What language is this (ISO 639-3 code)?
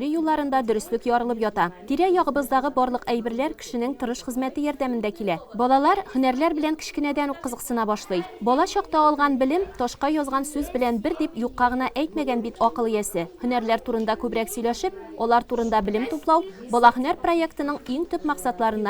tat